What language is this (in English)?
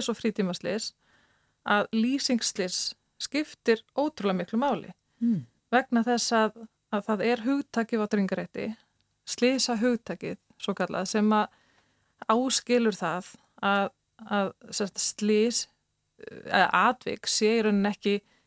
Icelandic